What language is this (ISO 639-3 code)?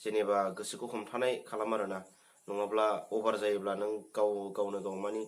brx